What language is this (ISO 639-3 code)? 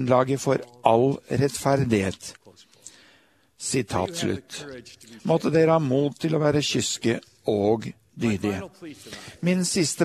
nor